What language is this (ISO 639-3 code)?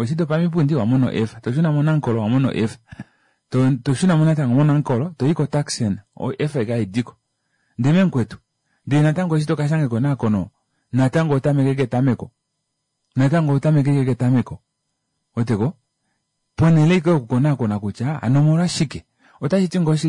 kua